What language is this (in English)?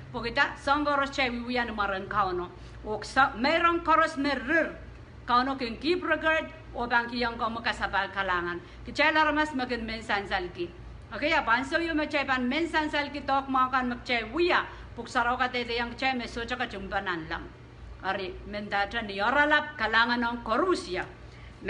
Pohnpeian